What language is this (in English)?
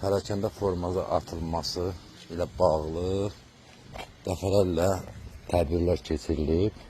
Azerbaijani